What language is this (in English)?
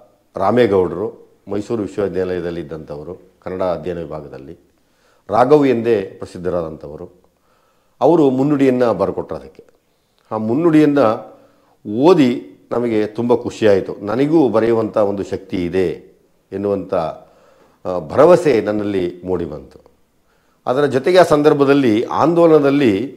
Kannada